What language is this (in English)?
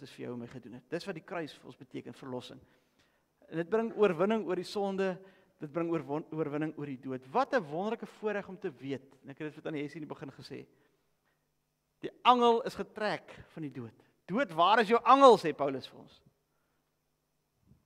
Afrikaans